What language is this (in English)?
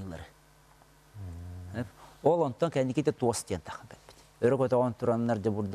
Yakut